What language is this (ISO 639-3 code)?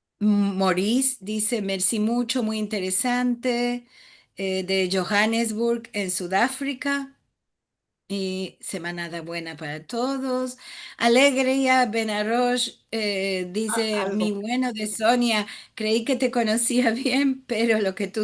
lad